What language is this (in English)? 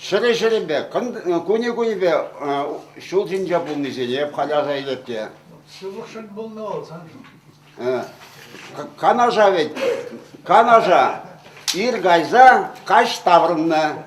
Chuvash